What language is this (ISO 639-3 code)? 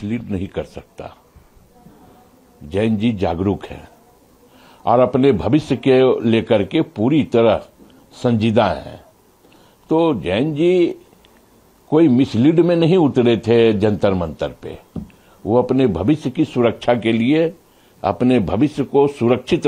hin